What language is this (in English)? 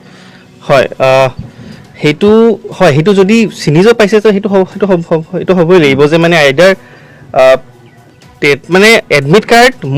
Assamese